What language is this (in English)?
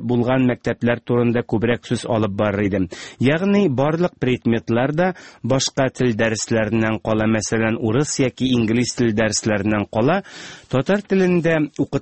Tatar